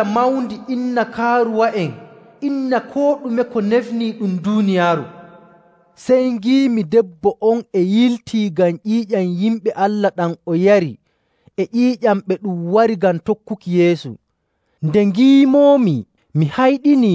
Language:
Nigerian Fulfulde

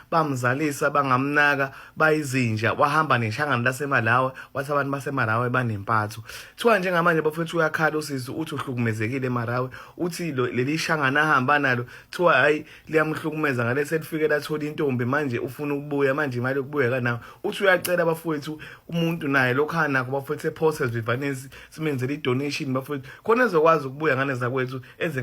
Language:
Zulu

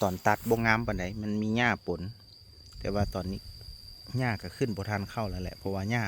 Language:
Lao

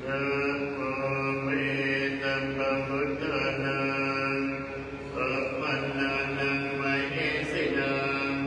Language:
Pali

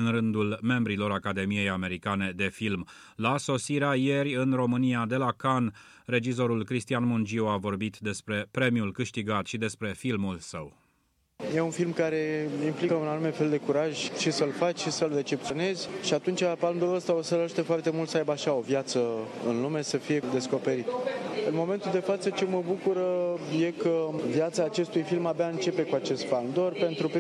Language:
Romanian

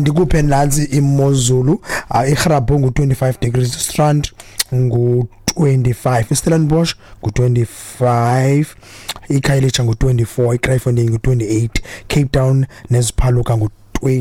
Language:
Xhosa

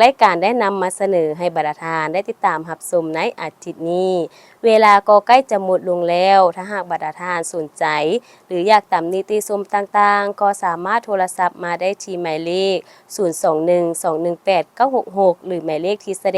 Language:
Lao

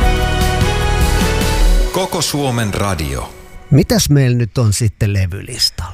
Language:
Finnish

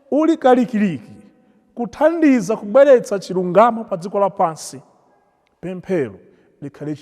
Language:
Nyanja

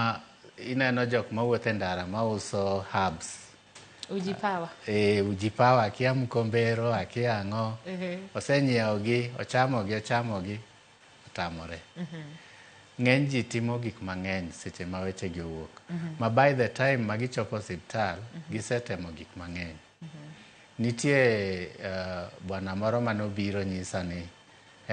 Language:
Luo (Kenya and Tanzania)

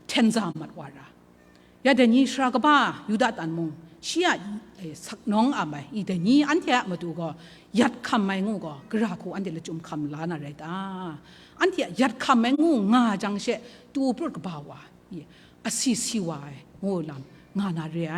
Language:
Kachin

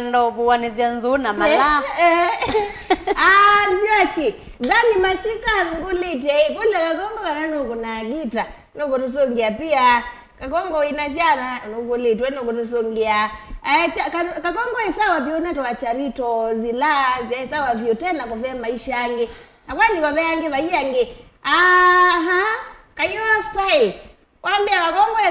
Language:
Kamba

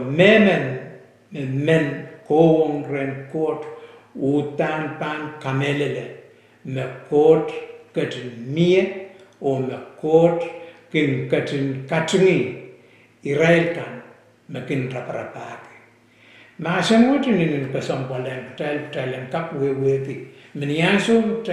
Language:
Pohnpeian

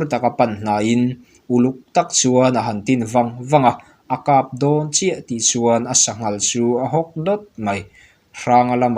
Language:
Mizo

